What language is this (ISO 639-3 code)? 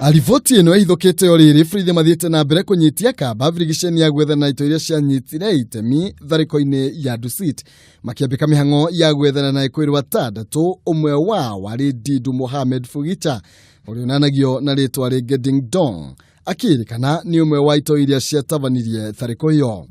kik